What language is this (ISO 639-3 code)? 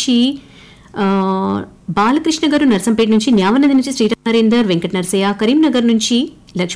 tel